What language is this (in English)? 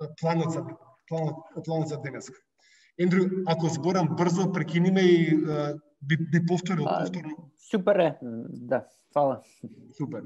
Macedonian